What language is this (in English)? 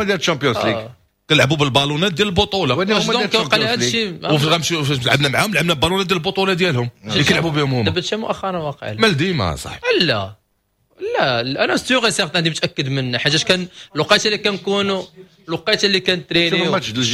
Moroccan Arabic